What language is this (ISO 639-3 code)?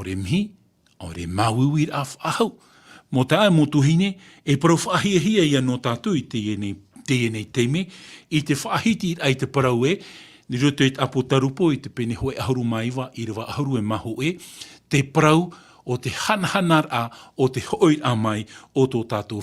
tah